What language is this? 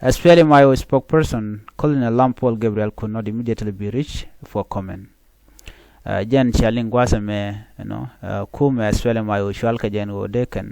Nuer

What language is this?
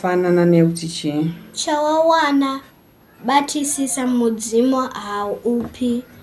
Shona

